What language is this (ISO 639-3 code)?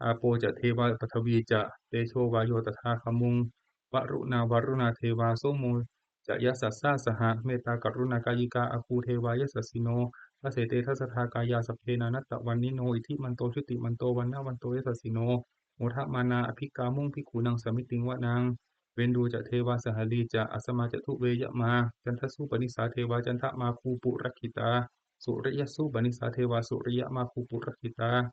pli